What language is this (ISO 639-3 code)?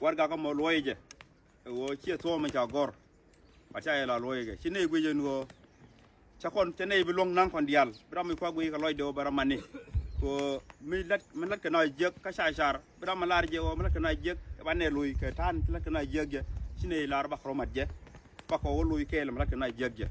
nus